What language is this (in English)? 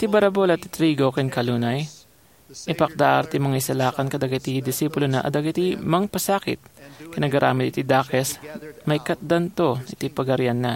Iloko